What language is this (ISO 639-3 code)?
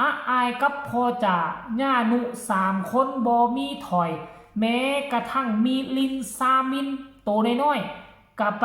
lao